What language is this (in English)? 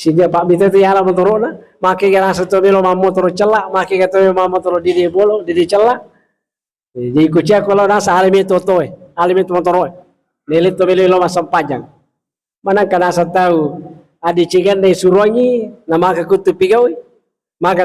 Buginese